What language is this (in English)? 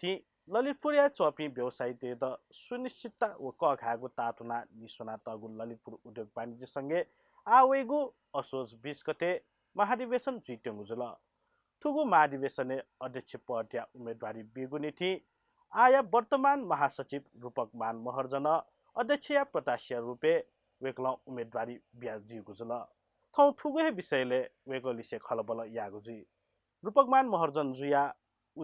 Newari